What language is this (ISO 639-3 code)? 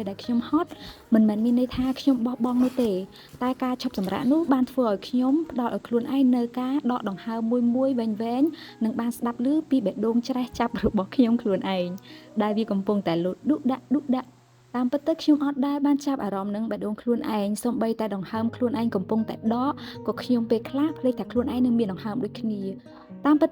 khm